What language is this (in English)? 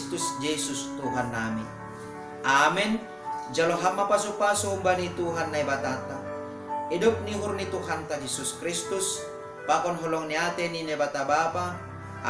Batak Simalungun